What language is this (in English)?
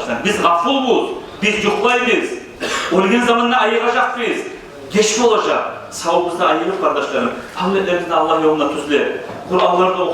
Kumyk